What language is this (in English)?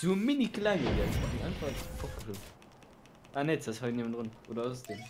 Luxembourgish